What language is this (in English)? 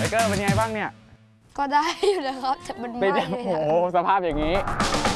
Thai